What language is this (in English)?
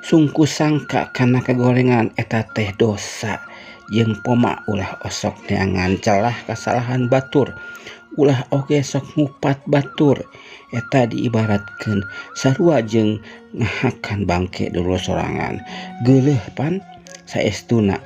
Sundanese